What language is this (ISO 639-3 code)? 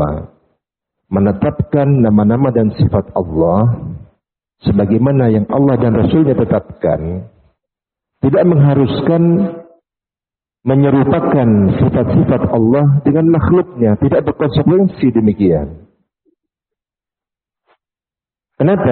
ind